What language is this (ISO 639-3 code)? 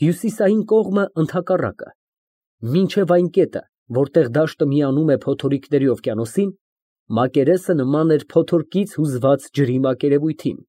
hye